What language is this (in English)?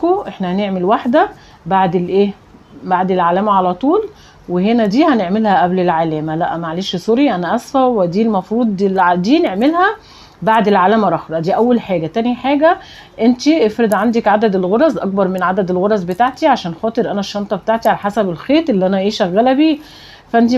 Egyptian Arabic